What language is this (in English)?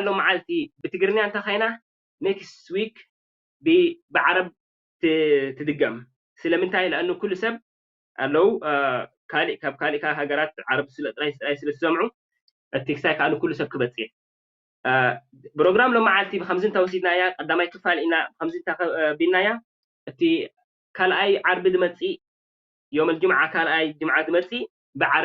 Tigrinya